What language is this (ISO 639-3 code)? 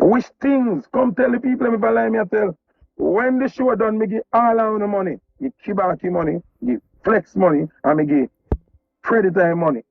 jam